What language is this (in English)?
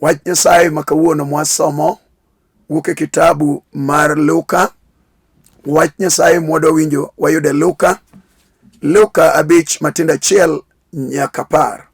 Luo (Kenya and Tanzania)